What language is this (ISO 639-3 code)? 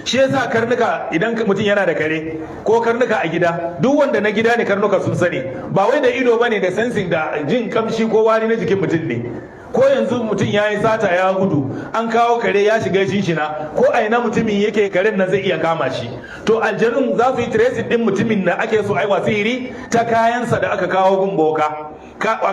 hau